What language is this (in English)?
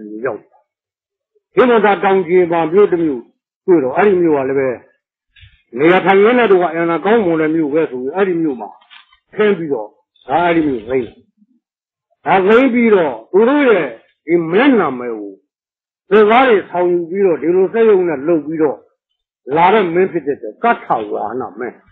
Burmese